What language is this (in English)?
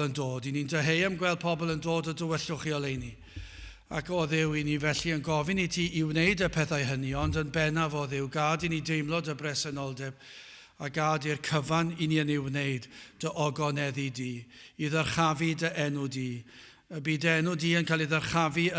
Welsh